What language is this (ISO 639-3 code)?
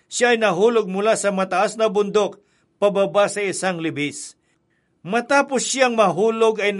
fil